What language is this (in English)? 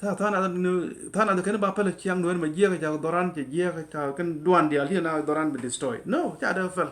Nuer